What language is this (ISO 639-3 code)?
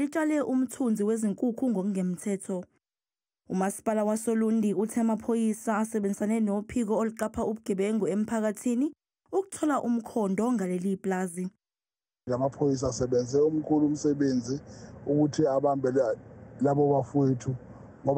zul